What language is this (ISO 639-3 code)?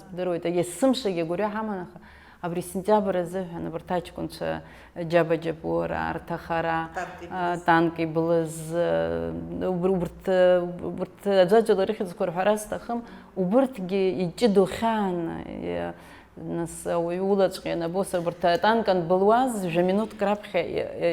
abk